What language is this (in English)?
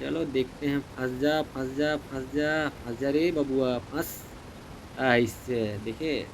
Chhattisgarhi